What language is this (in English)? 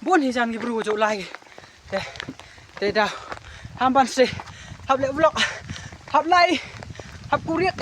Khasi